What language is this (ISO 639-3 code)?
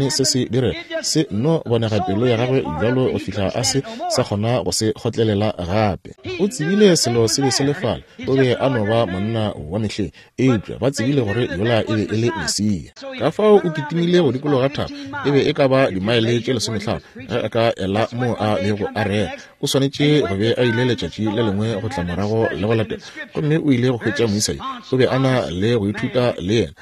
nso